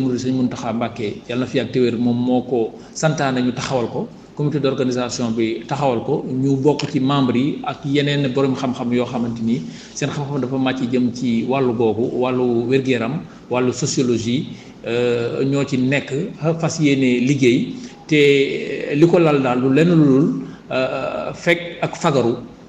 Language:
Wolof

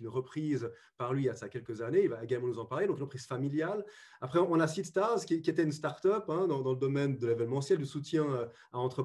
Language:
French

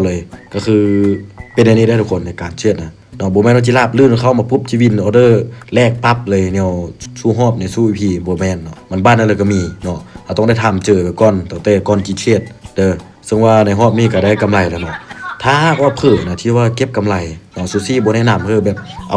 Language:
Lao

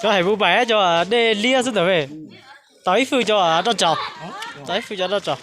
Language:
Hmong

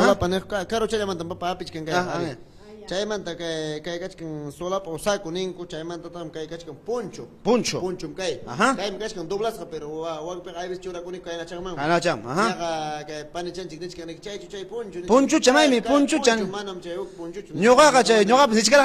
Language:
Ayacucho Quechua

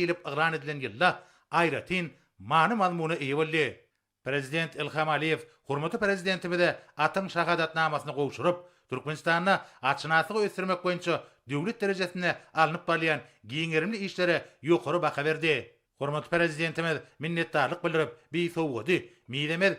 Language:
Turkmen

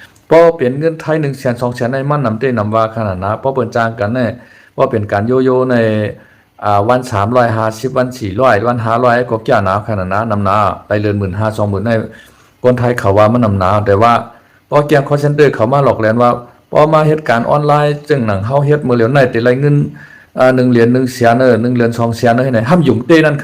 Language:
Shan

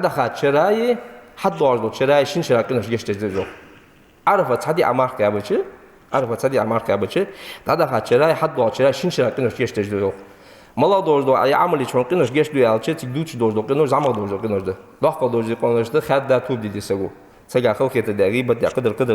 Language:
Ingush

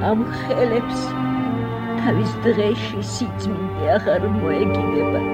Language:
Georgian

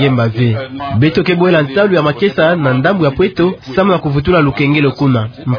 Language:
Kituba (Democratic Republic of Congo)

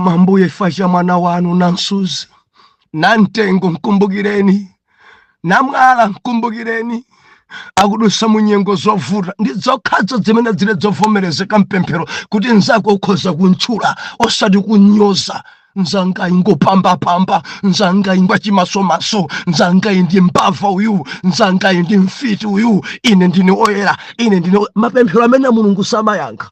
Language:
Nyanja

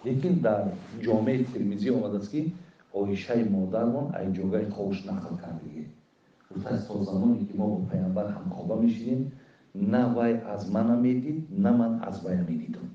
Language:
Tajik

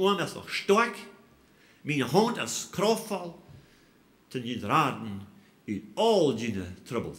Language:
Plautdietsch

